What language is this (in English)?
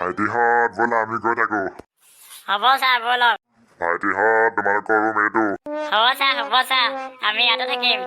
Assamese